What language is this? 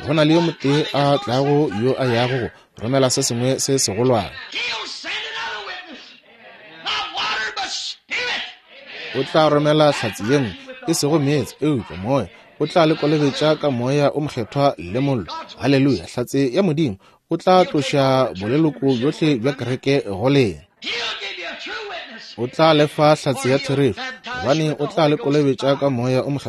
Northern Sotho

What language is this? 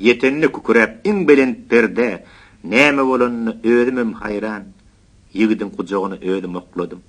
Turkmen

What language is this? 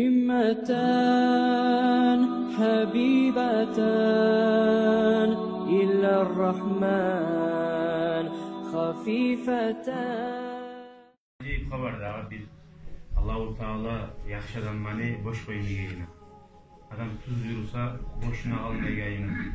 Kumyk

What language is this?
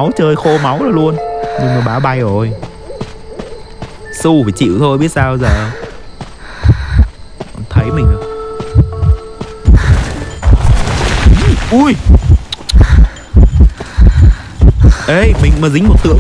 Vietnamese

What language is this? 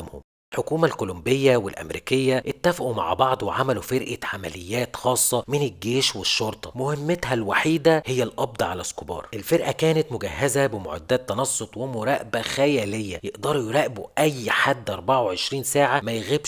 Egyptian Arabic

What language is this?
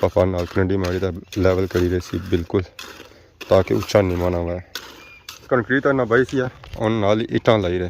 Pahari-Potwari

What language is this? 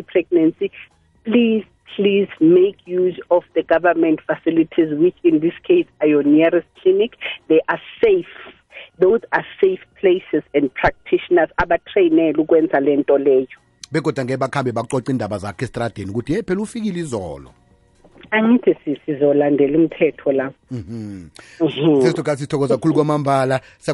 South Ndebele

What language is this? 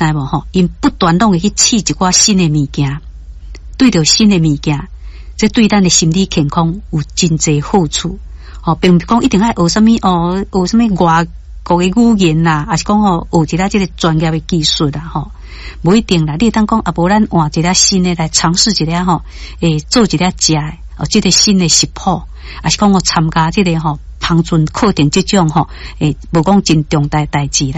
Min Nan Chinese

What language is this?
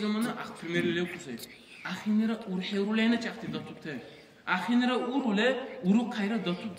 Dargwa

